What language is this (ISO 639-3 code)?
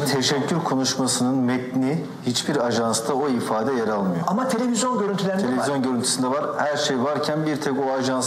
tur